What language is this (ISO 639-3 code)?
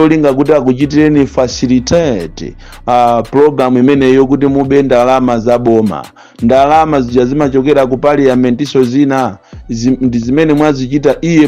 nya